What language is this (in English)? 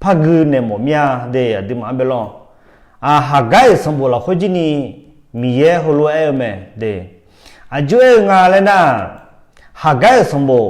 Akha